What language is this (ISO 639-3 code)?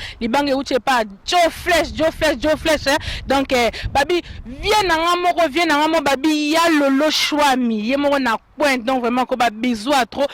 lin